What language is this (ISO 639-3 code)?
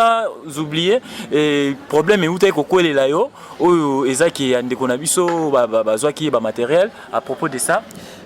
lin